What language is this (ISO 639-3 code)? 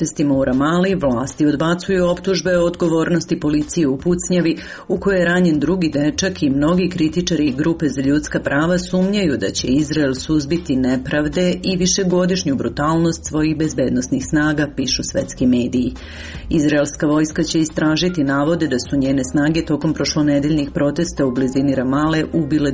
srp